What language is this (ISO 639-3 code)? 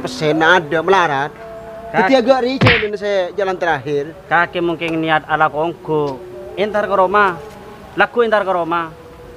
mad